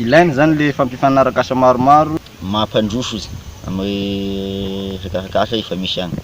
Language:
Malagasy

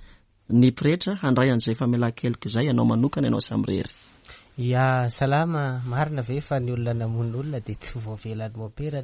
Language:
Malagasy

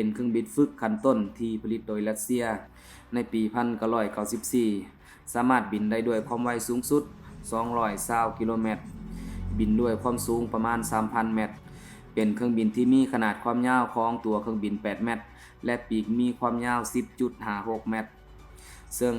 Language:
Lao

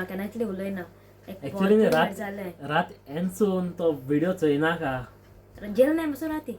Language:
Konkani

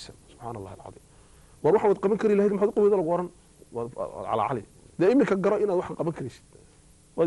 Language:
Somali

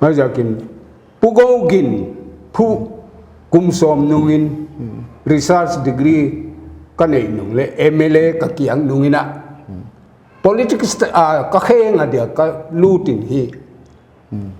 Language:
Paite Chin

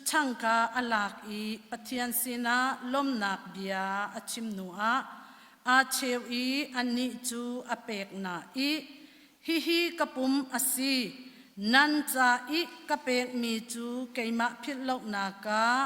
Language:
Hakha Chin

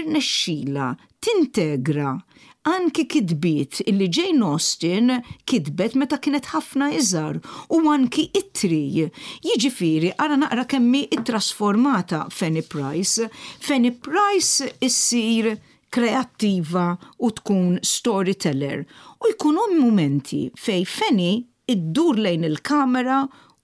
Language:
Maltese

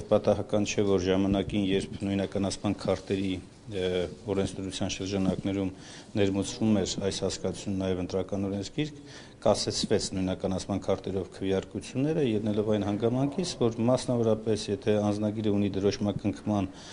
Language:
Armenian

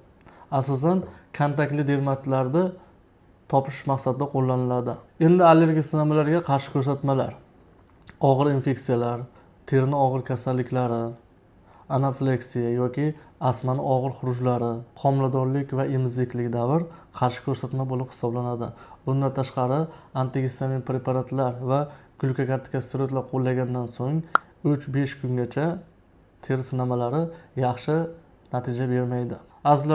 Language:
Uzbek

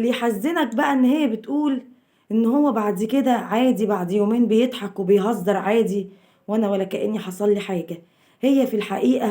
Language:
Egyptian Arabic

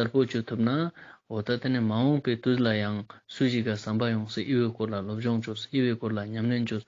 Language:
Ladakhi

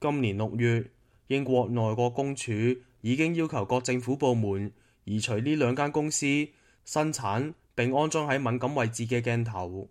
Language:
Cantonese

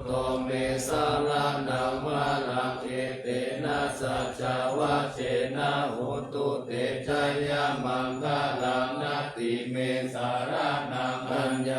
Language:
Pali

